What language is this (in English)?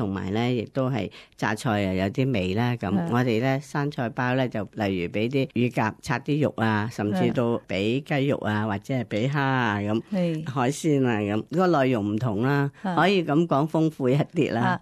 Cantonese